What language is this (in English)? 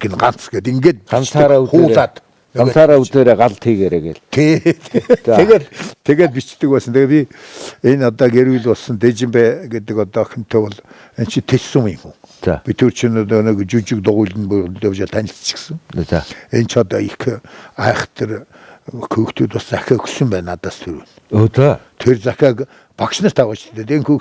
Mongolian